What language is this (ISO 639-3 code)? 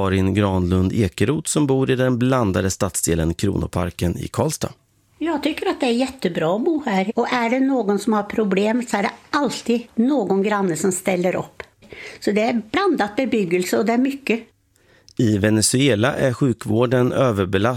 swe